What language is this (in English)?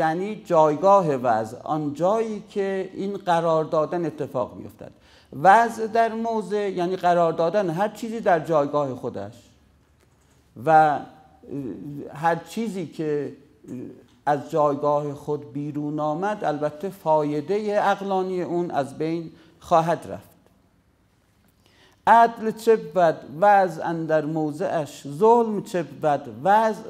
Persian